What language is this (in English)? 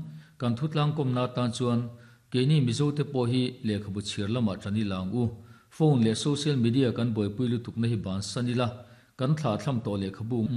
Mizo